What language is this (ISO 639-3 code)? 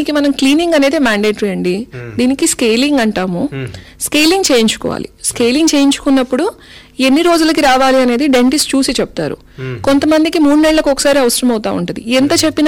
tel